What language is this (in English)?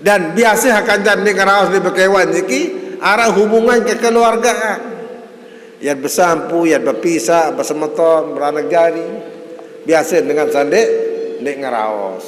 Sasak